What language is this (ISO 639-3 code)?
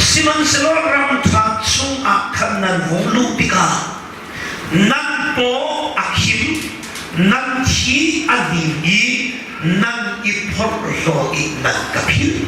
cnh